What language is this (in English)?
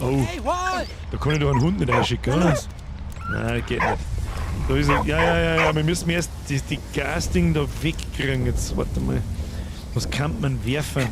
Bavarian